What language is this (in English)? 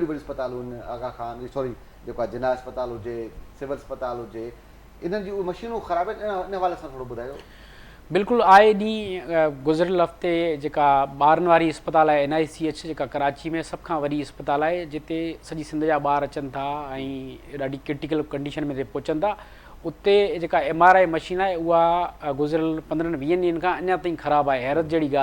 Sindhi